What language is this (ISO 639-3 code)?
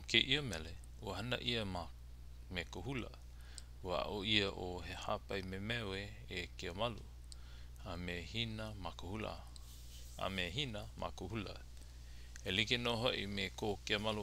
haw